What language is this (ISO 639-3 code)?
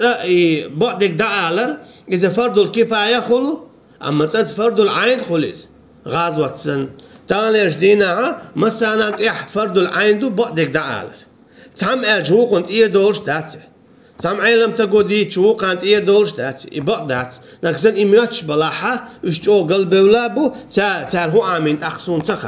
che